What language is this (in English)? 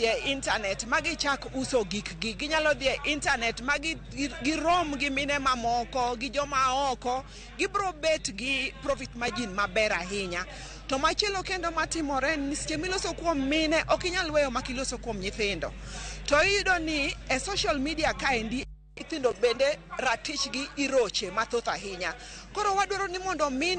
Luo (Kenya and Tanzania)